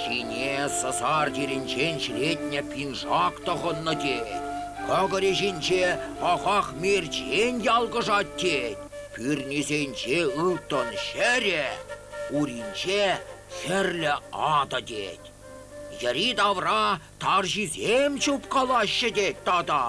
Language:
Chuvash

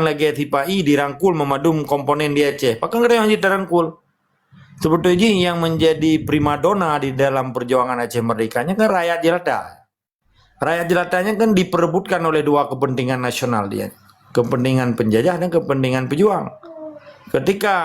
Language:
Achinese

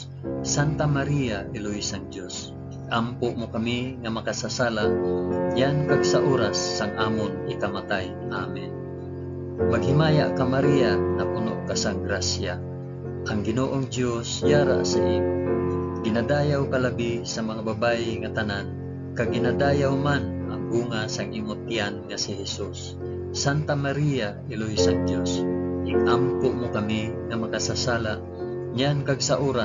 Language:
Hiligaynon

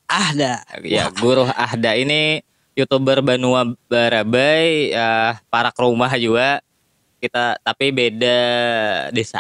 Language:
Banjar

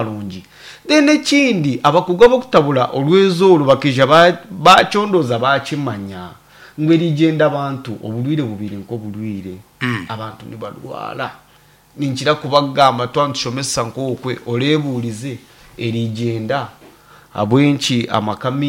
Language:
Nyankole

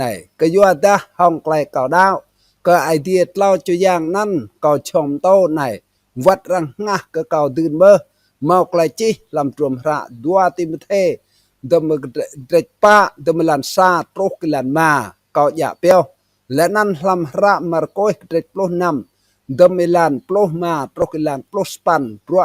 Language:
Rade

